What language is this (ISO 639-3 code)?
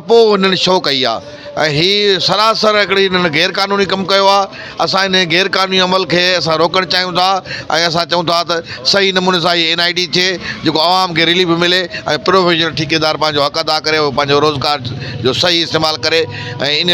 snd